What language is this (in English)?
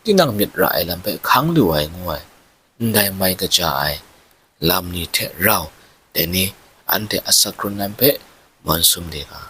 Kachin